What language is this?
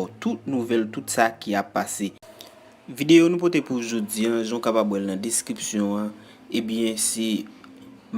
Haitian Creole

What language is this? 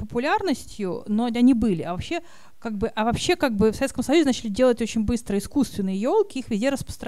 Russian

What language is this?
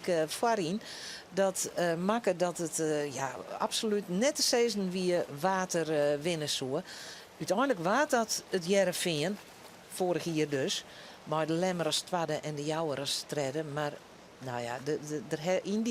Western Frisian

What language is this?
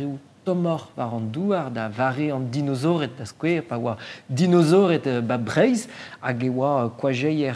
Breton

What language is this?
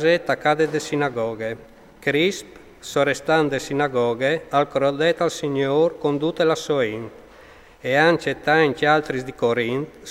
Friulian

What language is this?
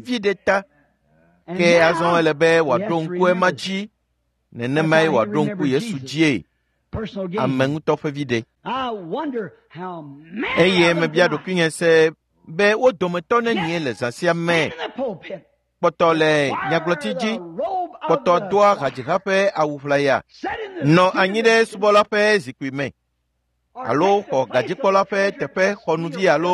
Ewe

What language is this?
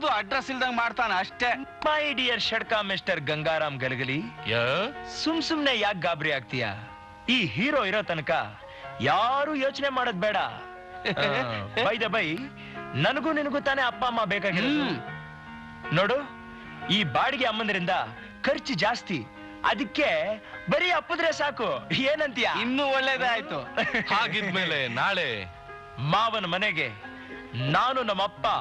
Kannada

